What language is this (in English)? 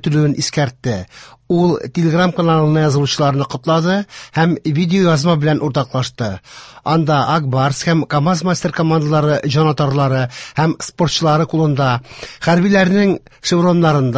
Tatar